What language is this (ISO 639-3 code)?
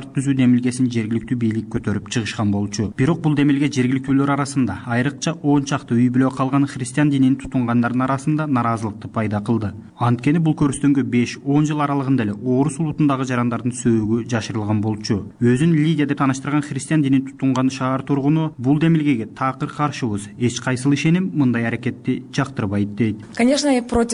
kir